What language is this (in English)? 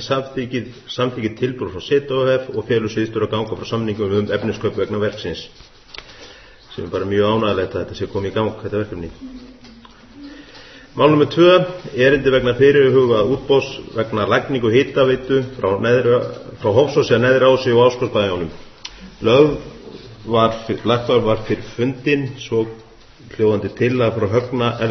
Icelandic